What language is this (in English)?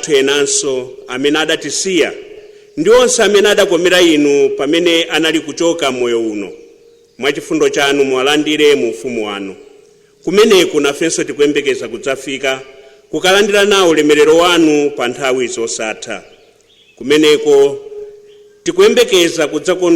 Nyanja